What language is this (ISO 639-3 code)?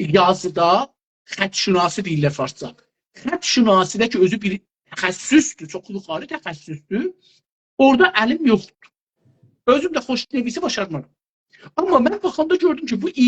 azb